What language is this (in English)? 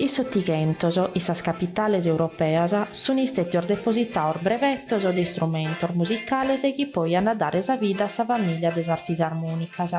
Sardinian